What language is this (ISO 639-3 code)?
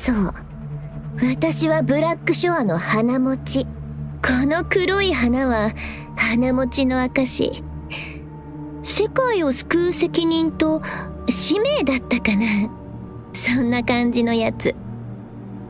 jpn